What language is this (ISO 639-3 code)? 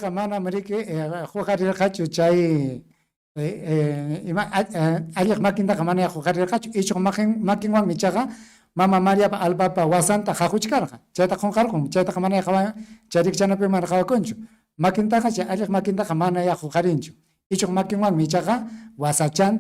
quy